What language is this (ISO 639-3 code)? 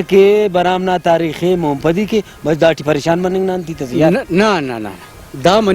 brh